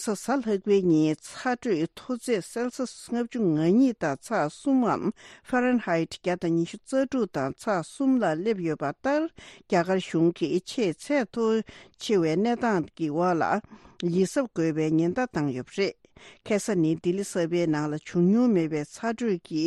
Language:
Tibetan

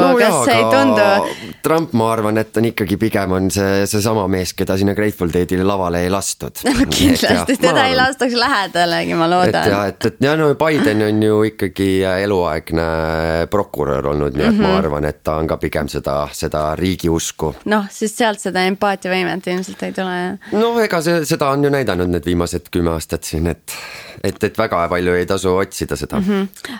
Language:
Estonian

